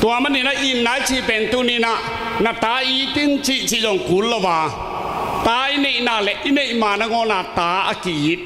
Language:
Tedim Chin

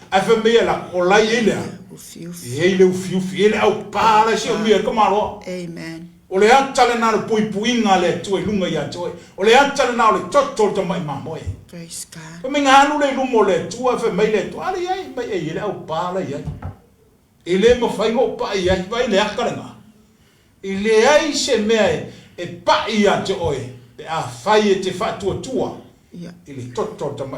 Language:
Samoan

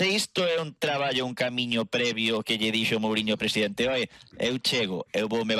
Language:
Galician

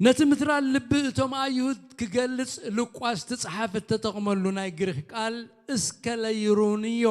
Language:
Tigrinya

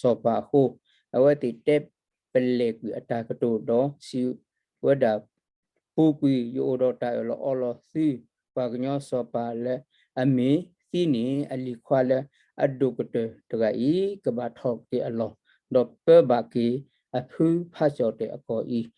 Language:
S'gaw Karen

